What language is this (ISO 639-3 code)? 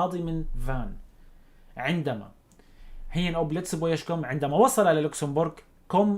apc